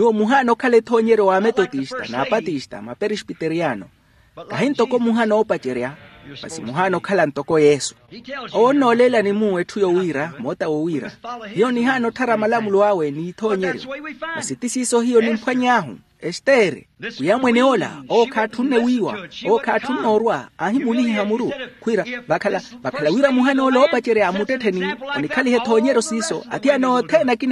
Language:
Makhuwa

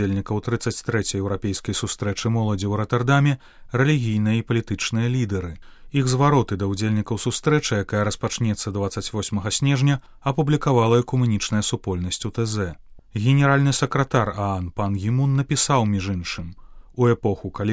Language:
Belarusian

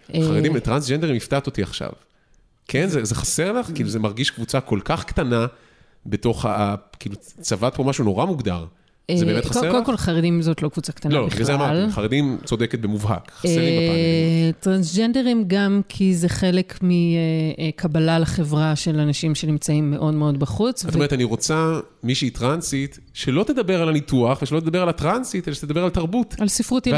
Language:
Hebrew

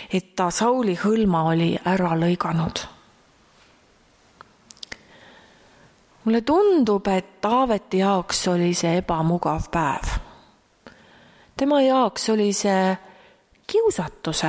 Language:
Estonian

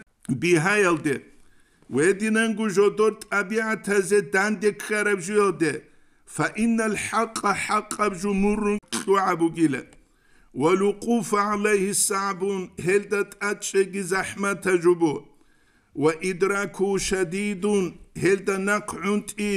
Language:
Avaric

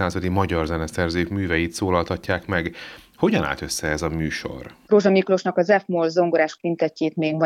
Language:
Hungarian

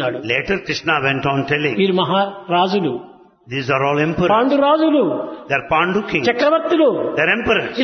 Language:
Telugu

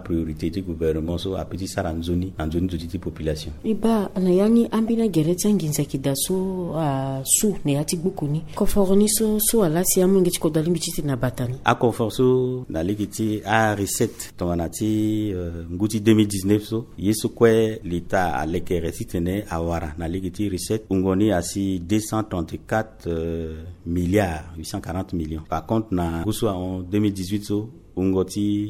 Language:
Sango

